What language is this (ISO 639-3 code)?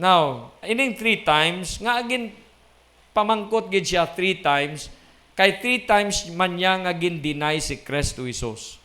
hil